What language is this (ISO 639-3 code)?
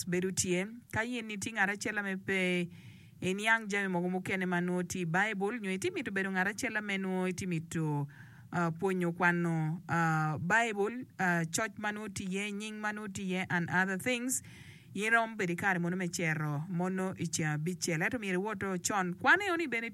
ach